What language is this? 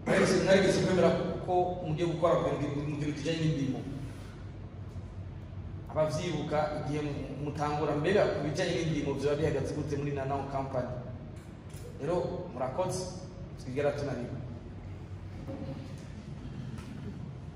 Rundi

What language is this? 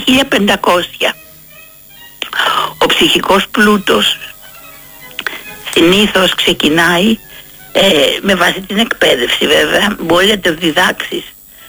Greek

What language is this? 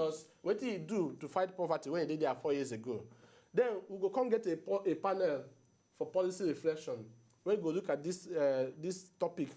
Nigerian Pidgin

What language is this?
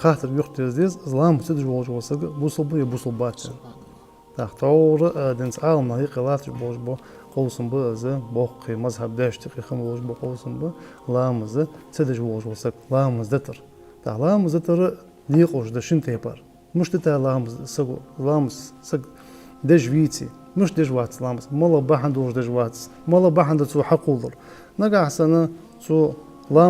Ingush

